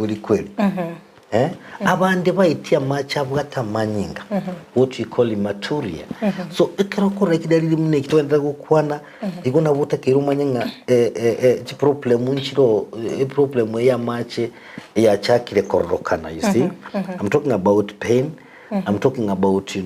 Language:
Gusii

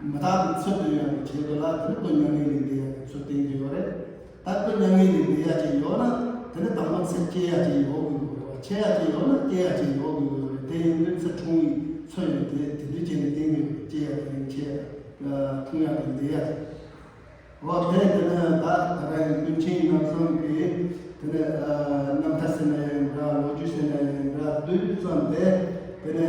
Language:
Tibetan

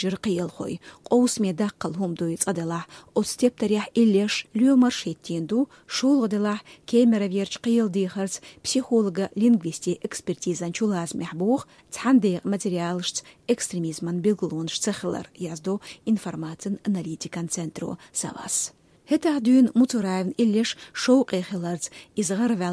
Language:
Chechen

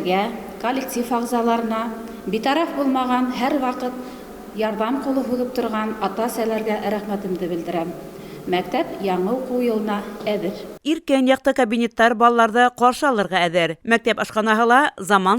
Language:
Bashkir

